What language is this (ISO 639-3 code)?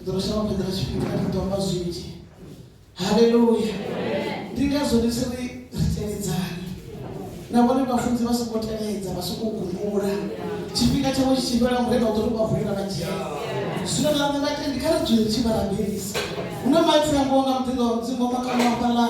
ven